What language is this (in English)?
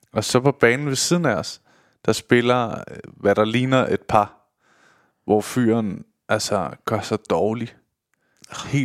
Danish